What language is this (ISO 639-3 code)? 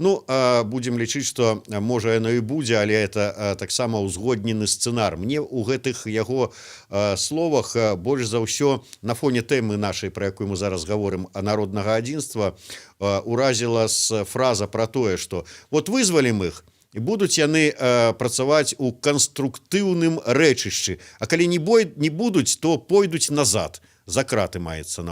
bel